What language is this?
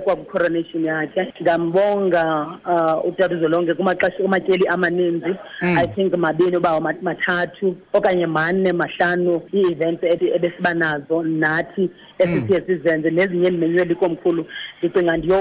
Xhosa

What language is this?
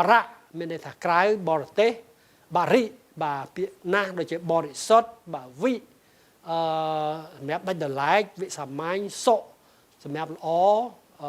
Khmer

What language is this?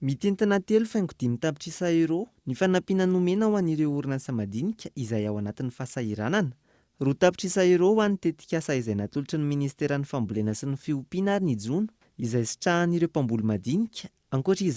Malagasy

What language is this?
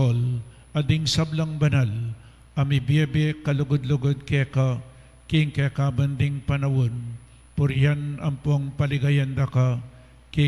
Pampanga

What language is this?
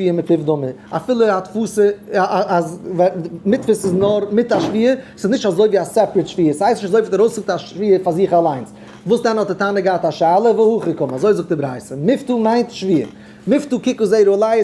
Yiddish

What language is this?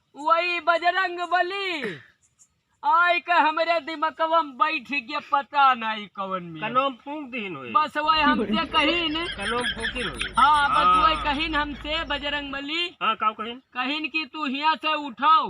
Awadhi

